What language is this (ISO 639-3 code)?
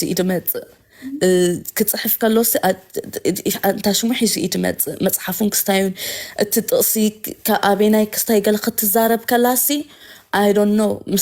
tir